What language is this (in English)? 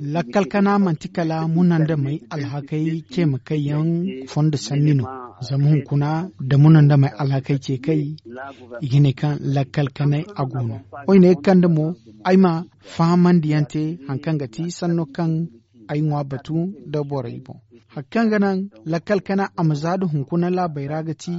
Zarma